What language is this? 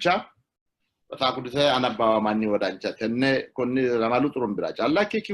Sidamo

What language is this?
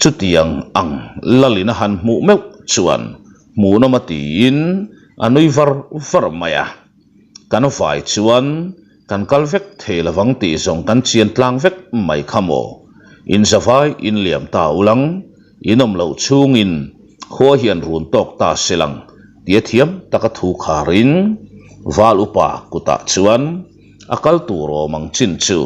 Mizo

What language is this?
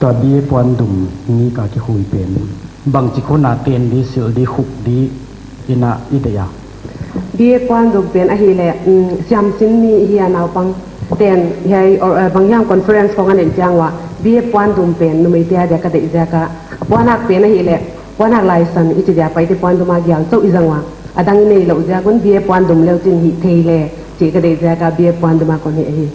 Paite Chin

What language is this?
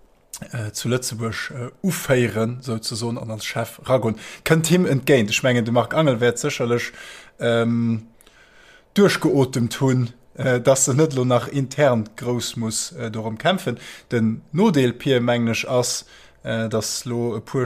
Luxembourgish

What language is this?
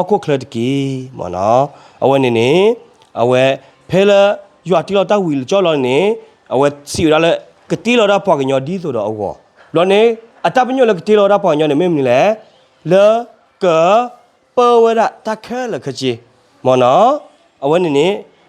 S'gaw Karen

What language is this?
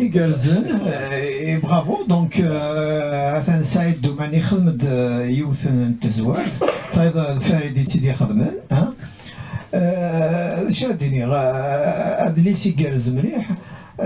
Kabyle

